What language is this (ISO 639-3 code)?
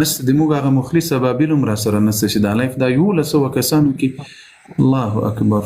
pus